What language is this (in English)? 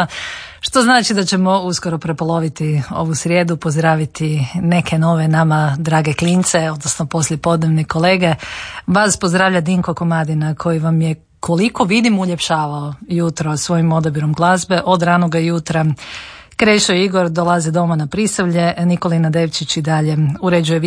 Croatian